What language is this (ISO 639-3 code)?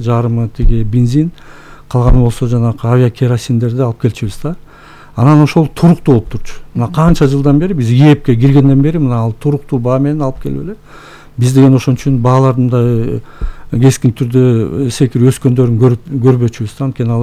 kir